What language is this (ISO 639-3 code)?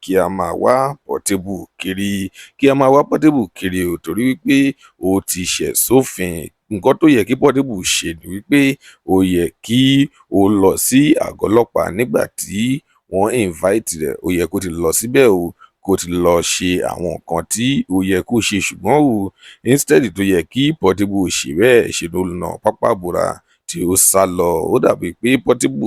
yor